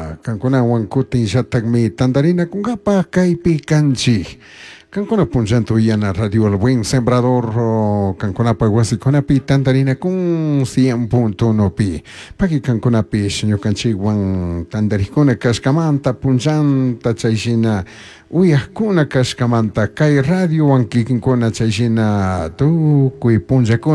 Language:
Chimborazo Highland Quichua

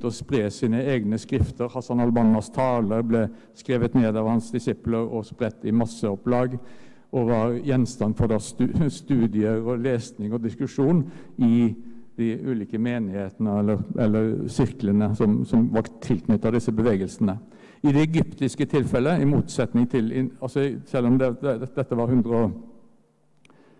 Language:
Norwegian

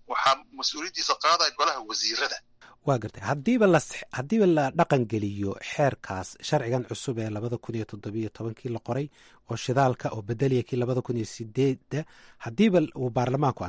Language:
Somali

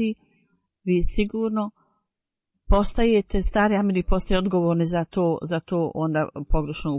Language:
Bosnian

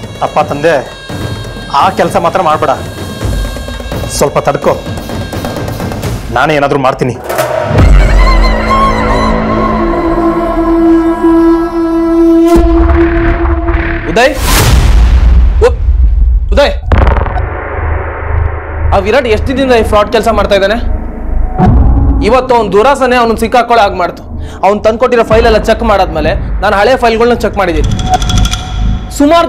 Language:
Kannada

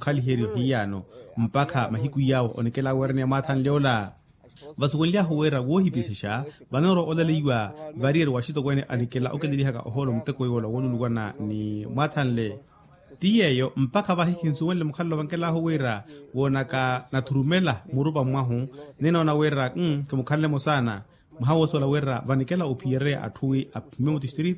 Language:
Makhuwa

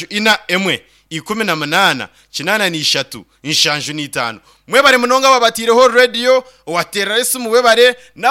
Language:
Nyankole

